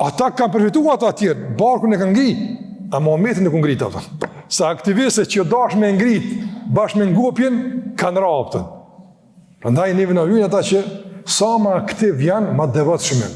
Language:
Albanian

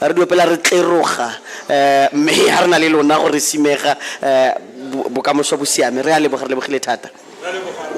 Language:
Tswana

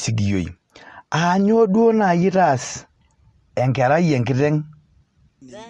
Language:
Masai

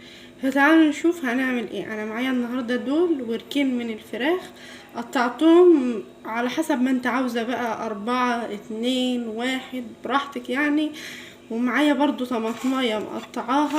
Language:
Egyptian Arabic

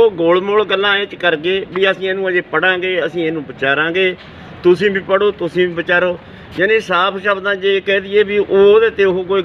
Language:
Punjabi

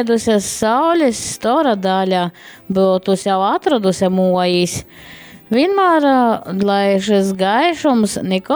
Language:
Latgalian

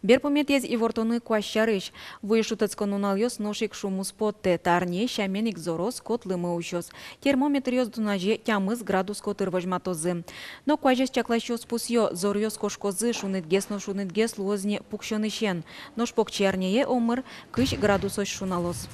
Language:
Udmurt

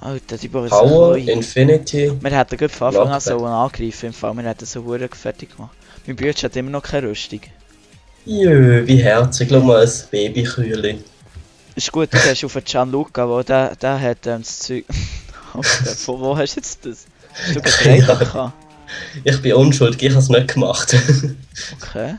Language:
Swiss German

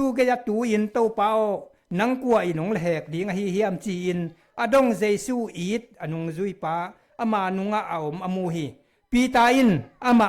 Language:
Tedim Chin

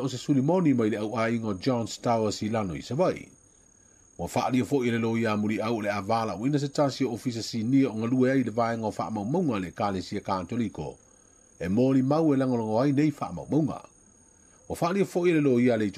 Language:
Samoan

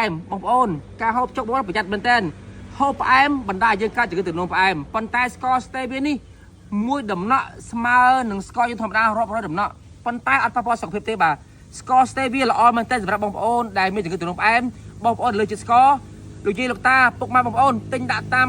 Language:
Khmer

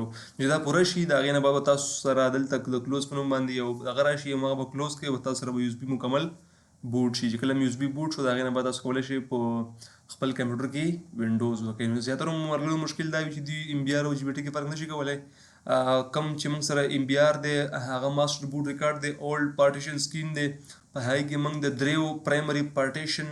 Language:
Pashto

